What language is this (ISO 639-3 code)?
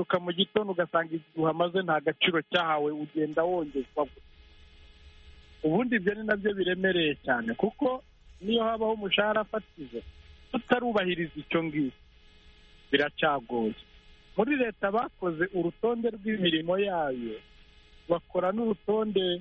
kin